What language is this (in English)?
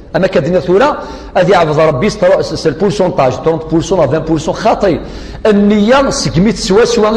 Kabyle